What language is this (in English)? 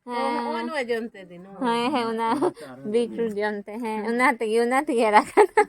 Santali